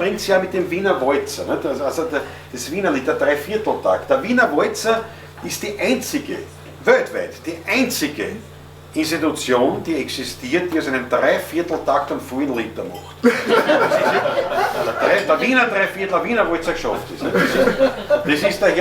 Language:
Bavarian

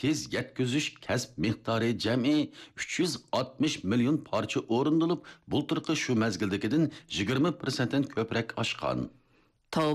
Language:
Uyghur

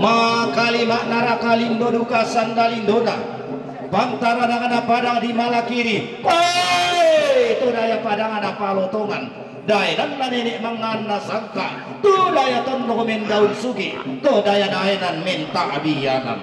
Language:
Toraja-Sa'dan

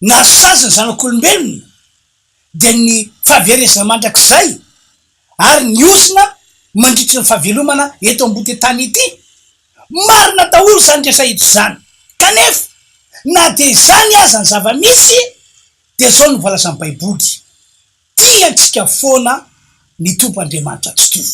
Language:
Malagasy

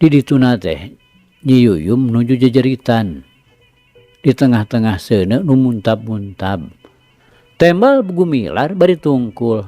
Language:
Sundanese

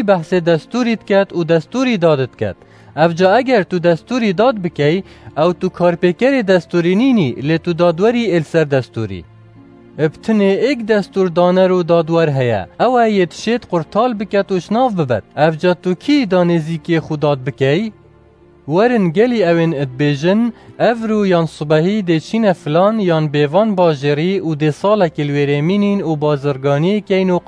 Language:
Kurdish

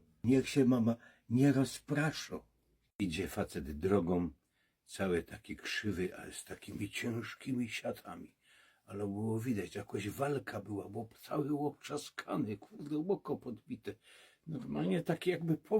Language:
Silesian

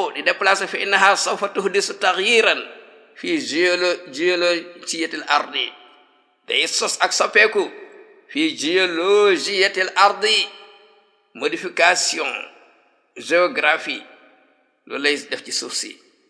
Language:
Wolof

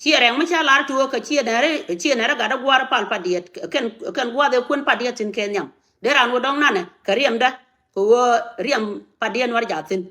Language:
Nuer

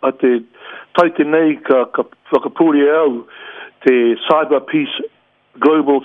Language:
Māori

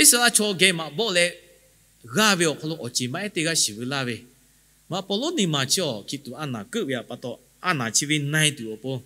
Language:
Lahu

